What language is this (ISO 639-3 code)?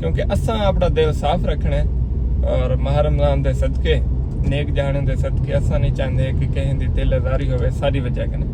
skr